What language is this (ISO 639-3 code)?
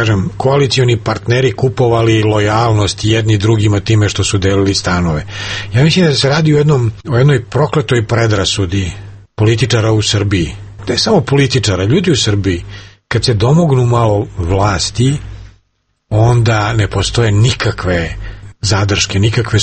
srp